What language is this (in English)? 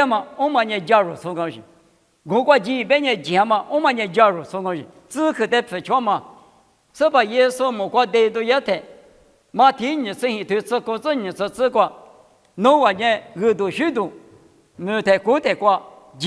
Lisu